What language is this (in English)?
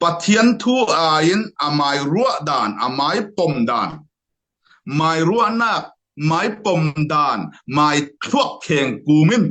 Falam Chin